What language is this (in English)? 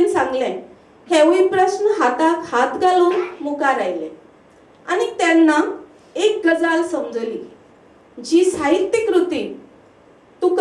Konkani